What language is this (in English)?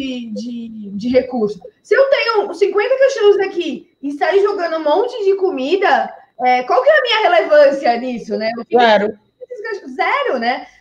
Portuguese